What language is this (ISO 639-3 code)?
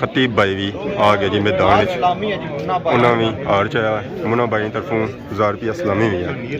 phr